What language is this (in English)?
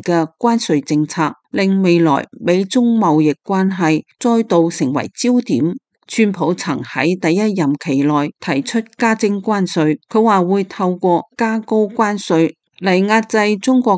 Cantonese